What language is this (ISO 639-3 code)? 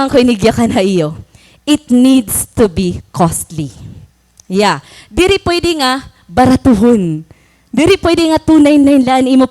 war